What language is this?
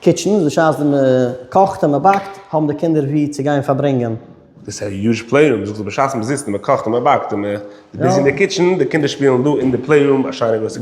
Yiddish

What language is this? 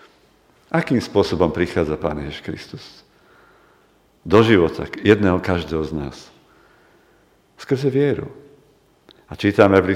Slovak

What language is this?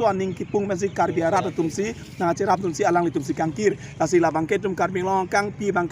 Karbi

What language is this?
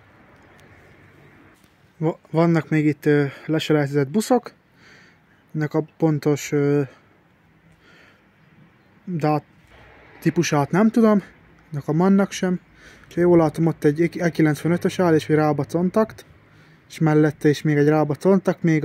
Hungarian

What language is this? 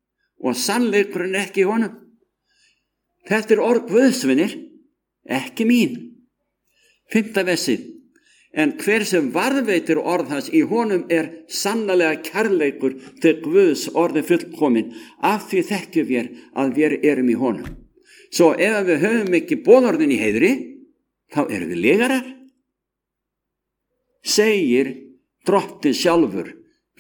Icelandic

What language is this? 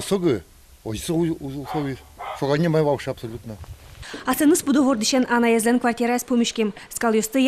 Udmurt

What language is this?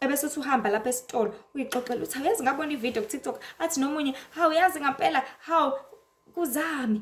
Zulu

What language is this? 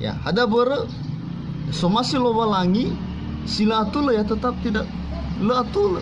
Nias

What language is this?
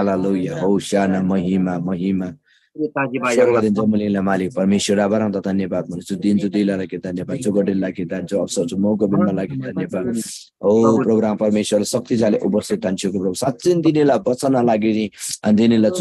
Eastern Tamang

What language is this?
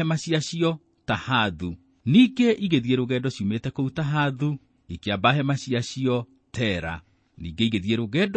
Kikuyu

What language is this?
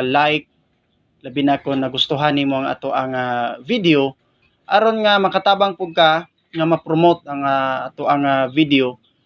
Cebuano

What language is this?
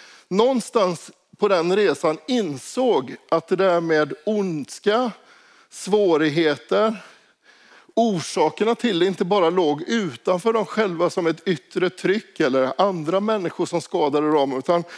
Swedish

